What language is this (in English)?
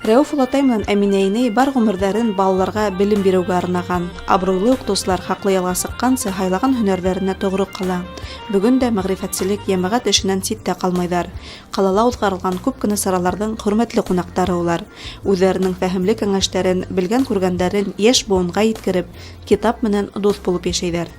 Bashkir